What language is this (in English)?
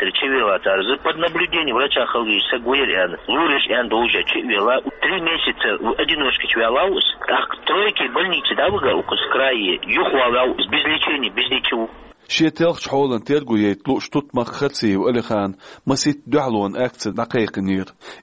Chechen